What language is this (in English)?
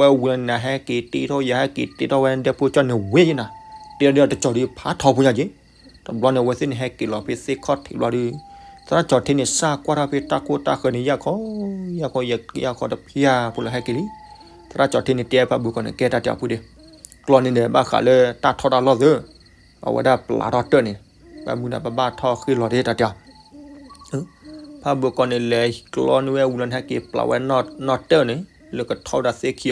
S'gaw Karen